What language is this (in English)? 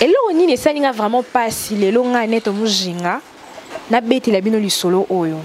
Lingala